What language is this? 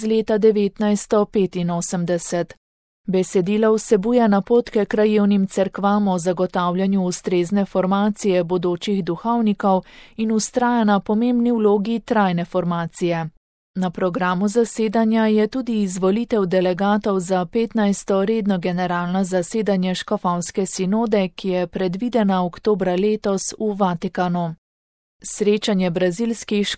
Slovenian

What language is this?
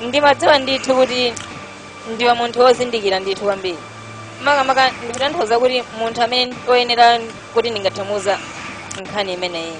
Nyanja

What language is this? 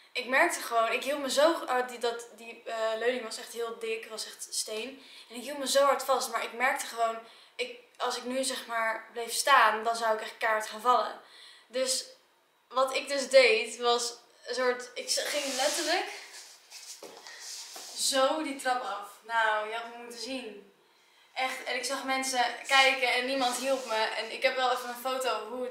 Dutch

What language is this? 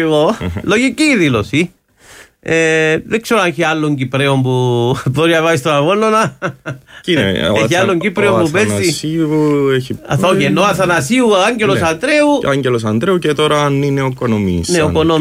Greek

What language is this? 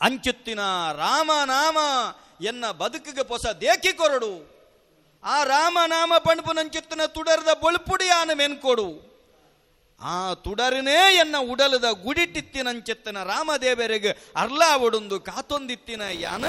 Tulu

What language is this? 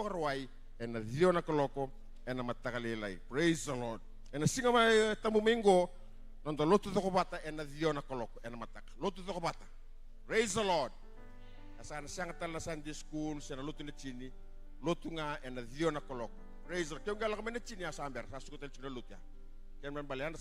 Fijian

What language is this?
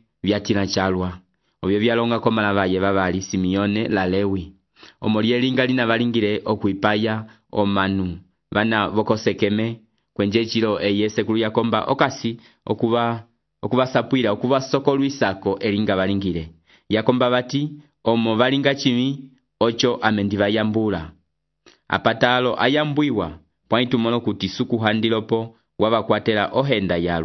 Umbundu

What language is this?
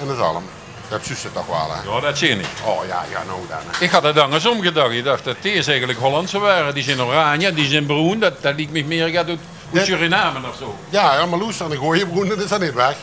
Limburgish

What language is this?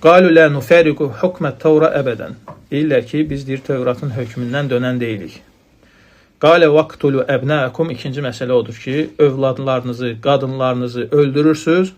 Azerbaijani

